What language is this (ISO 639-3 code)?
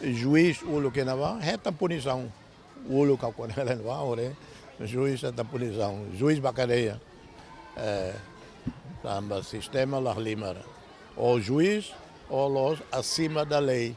tet